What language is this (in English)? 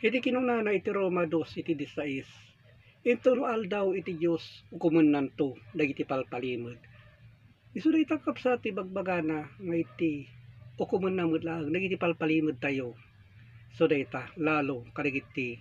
Iloko